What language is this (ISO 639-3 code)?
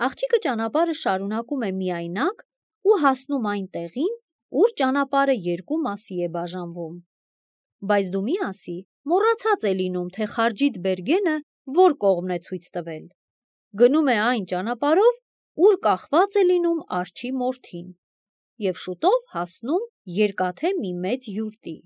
hye